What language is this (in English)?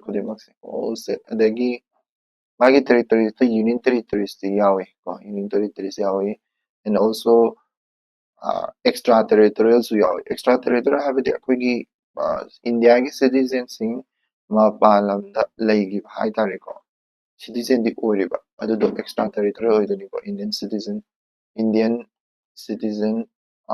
Manipuri